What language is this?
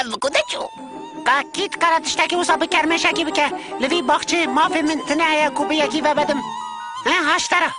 Kurdish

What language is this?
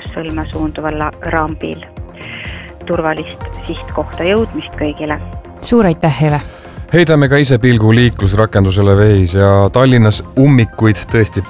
Estonian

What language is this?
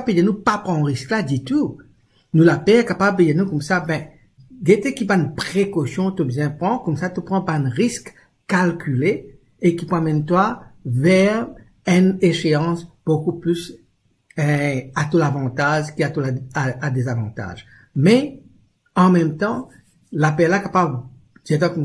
Morisyen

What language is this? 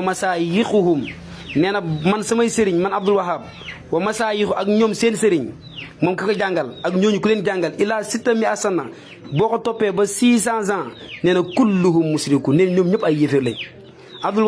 Wolof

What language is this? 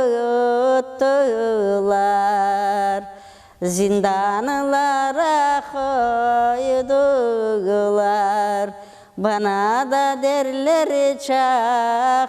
Crimean Tatar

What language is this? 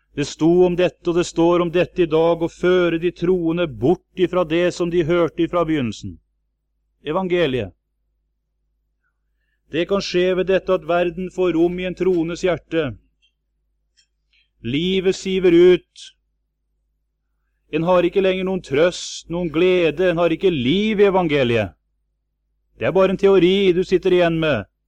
Norwegian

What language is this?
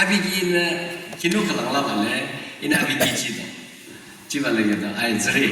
Yimchungru Naga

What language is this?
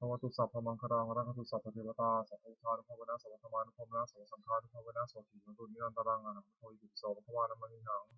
Pali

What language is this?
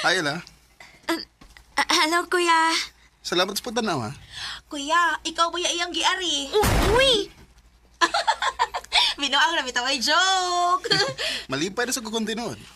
Cebuano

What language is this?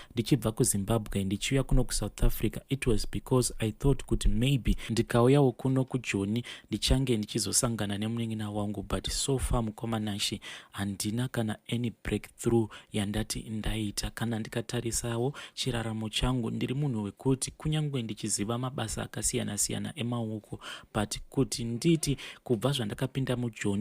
Shona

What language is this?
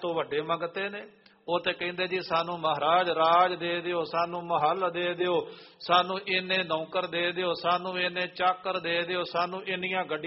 Punjabi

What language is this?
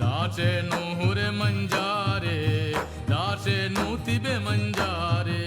Divehi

